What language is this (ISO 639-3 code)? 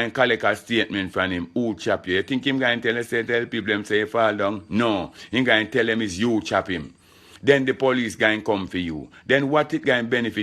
jam